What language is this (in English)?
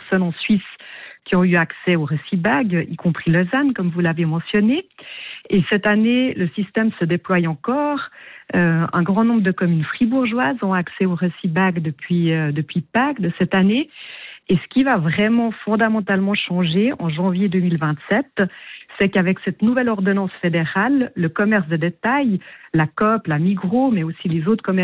French